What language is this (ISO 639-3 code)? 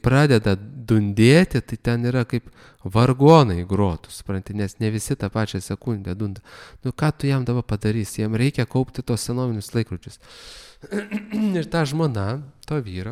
lit